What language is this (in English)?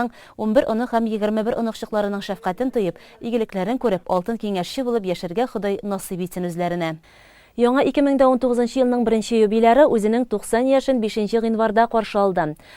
Tatar